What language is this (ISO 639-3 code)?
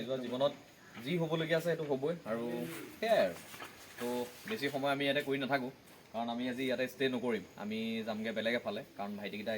asm